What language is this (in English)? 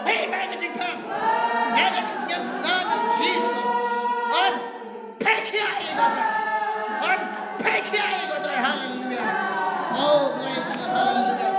Khasi